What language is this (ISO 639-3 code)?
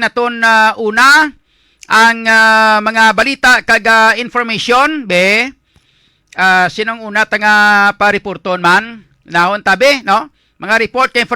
hil